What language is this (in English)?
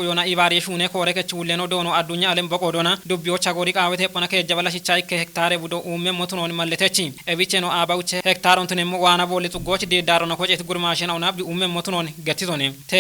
Kafa